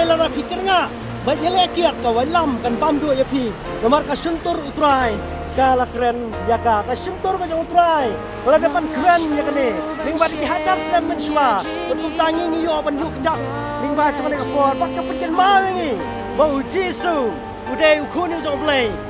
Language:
Khasi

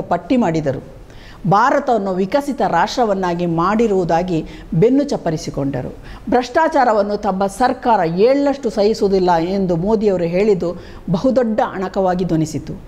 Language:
Kannada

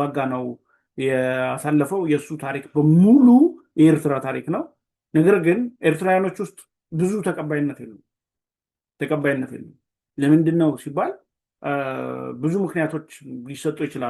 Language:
Amharic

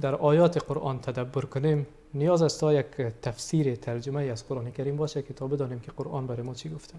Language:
Persian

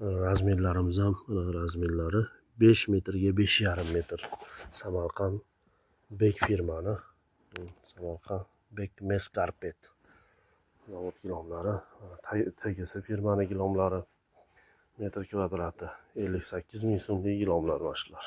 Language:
Uzbek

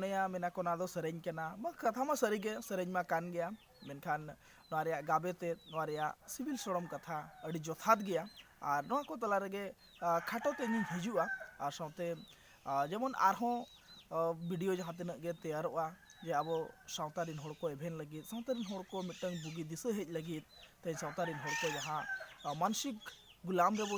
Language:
Santali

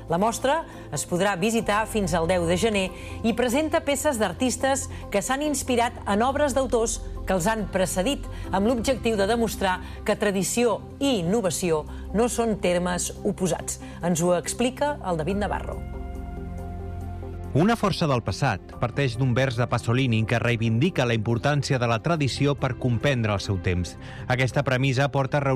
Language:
Catalan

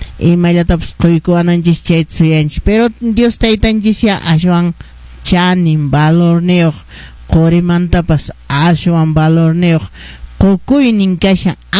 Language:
Quechua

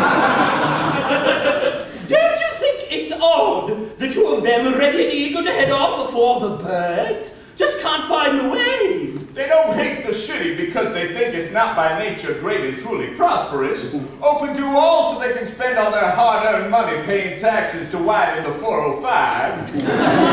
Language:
English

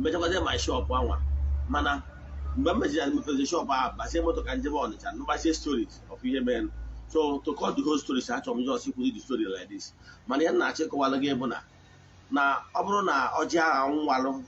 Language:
Igbo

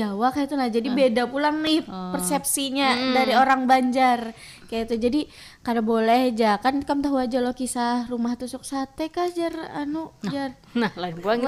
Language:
Banjar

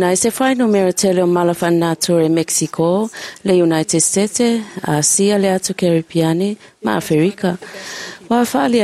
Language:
Samoan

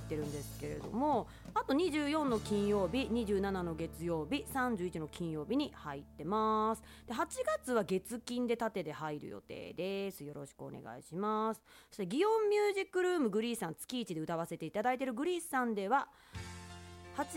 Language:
Japanese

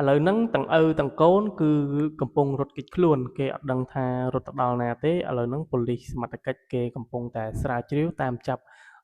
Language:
Khmer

